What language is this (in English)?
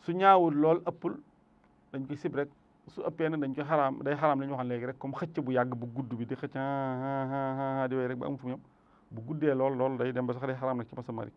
Wolof